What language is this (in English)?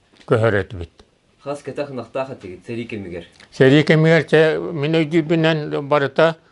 Yakut